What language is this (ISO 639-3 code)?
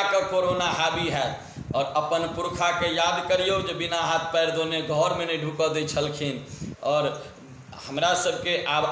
mai